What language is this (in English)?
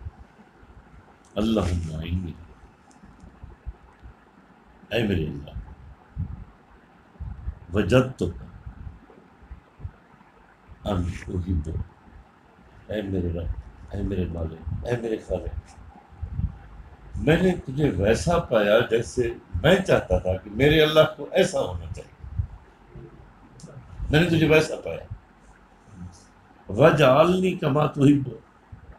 Urdu